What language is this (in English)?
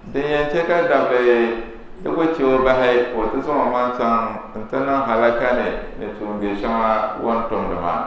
Dagbani